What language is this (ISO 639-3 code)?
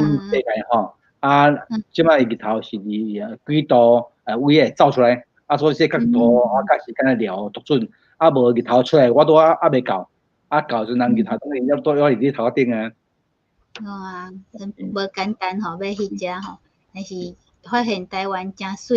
nan